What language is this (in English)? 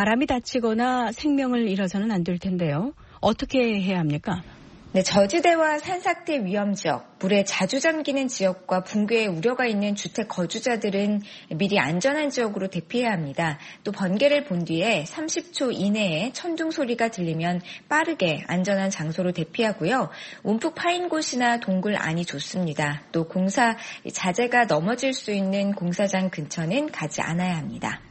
Korean